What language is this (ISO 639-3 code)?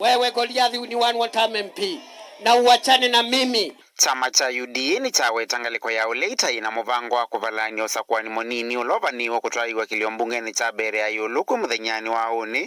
kam